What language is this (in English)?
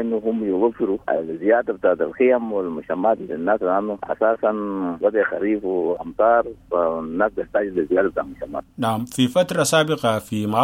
Sudanese Arabic